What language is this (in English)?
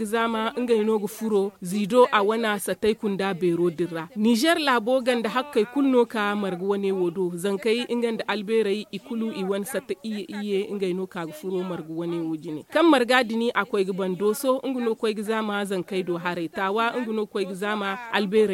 Zarma